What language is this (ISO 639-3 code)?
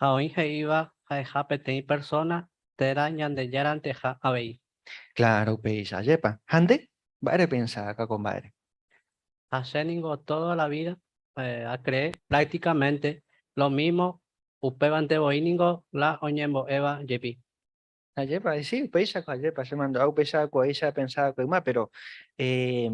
grn